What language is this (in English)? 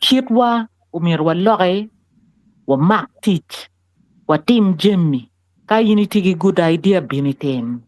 Acoli